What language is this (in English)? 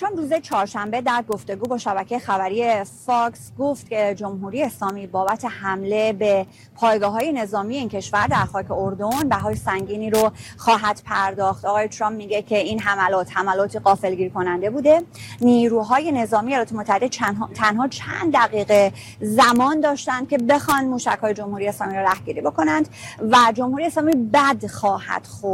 Persian